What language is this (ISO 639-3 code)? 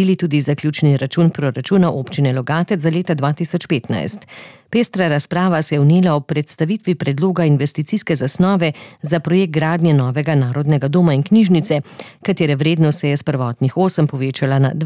slv